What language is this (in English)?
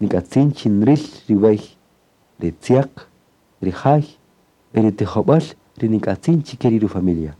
Kaqchikel